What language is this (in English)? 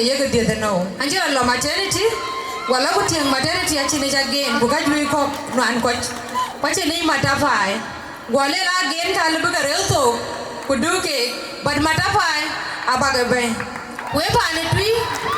Dinka